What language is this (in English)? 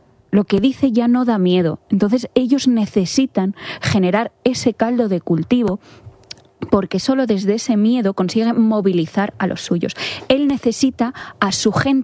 Spanish